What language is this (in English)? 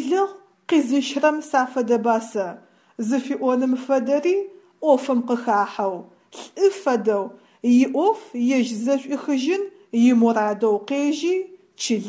Adyghe